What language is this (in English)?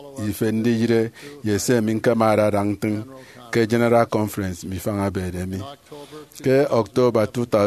Efik